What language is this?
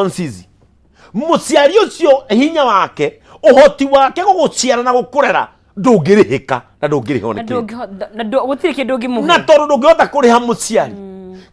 Kikuyu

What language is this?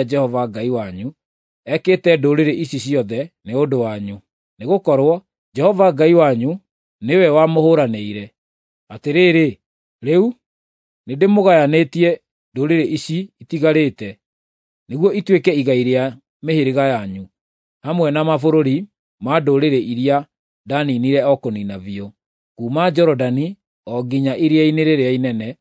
Kikuyu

